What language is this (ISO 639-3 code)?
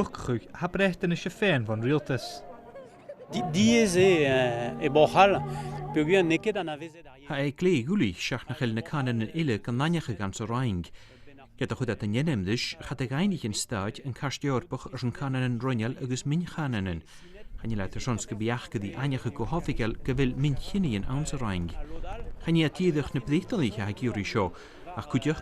gla